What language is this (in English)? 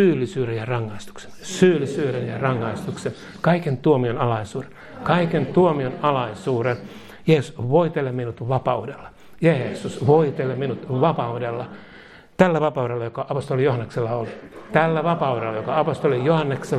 Finnish